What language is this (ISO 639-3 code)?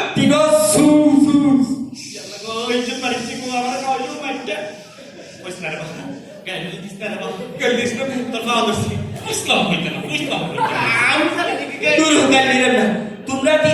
syl